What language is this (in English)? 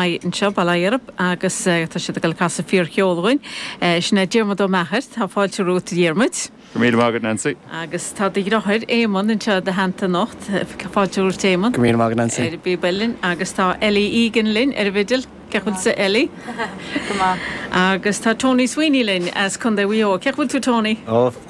Irish